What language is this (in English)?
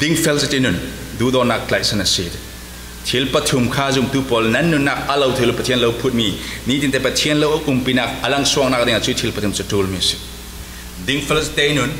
Falam Chin